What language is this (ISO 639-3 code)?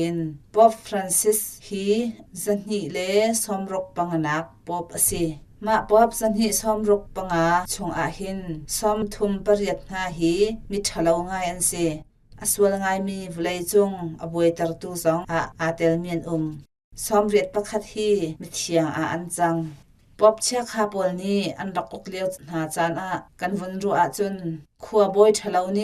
cnh